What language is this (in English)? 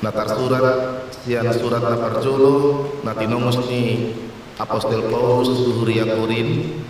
Batak Toba